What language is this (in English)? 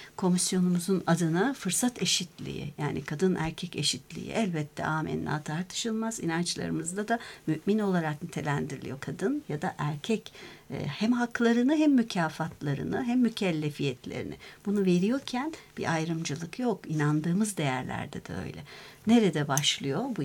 Turkish